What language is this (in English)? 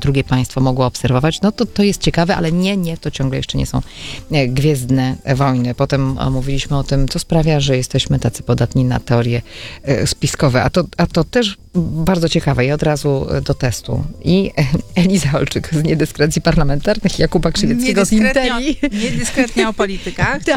Polish